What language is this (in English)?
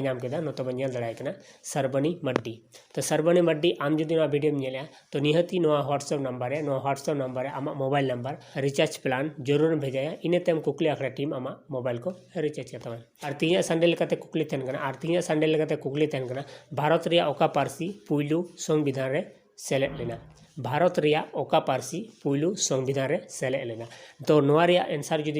Santali